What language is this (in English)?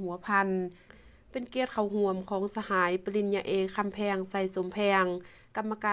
Lao